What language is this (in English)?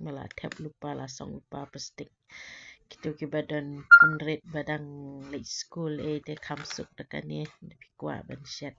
Khasi